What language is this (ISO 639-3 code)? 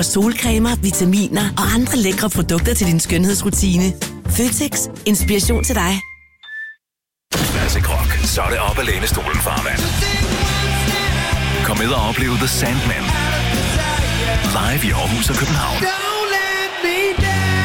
dan